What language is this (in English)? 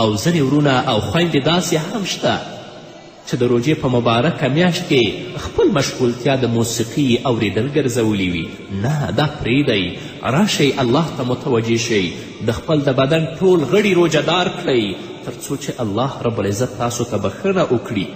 Pashto